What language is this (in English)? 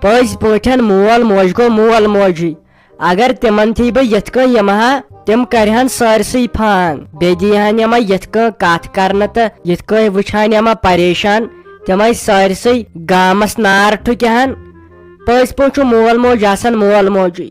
Kashmiri